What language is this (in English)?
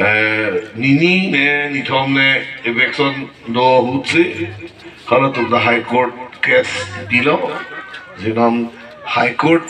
Karbi